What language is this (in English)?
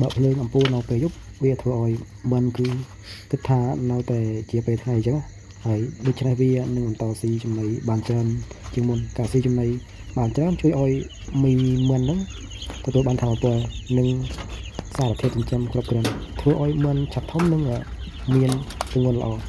Khmer